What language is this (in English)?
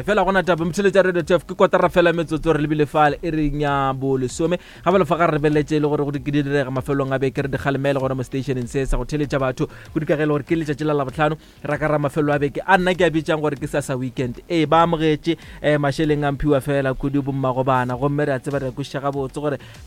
Northern Sotho